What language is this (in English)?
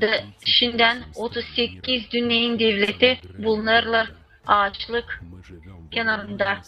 Gagauz